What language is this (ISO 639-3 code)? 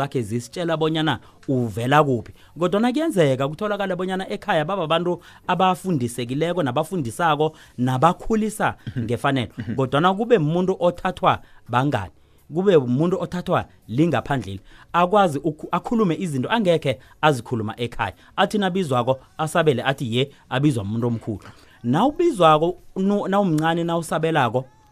nbl